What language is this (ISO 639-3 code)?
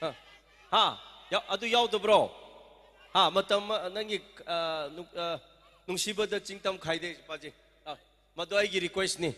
nmf